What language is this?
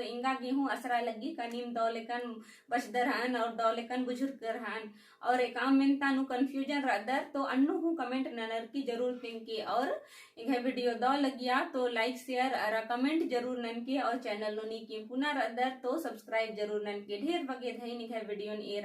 Kurukh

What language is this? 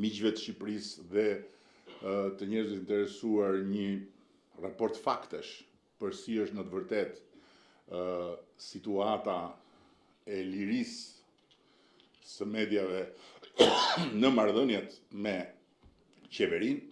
Albanian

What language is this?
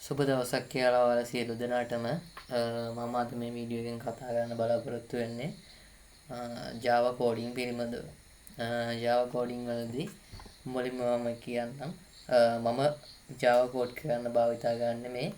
Sinhala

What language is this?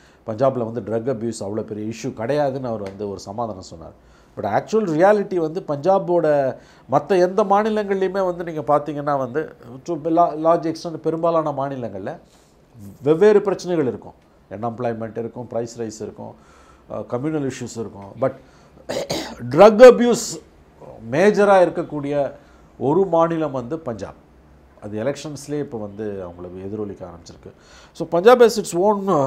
Tamil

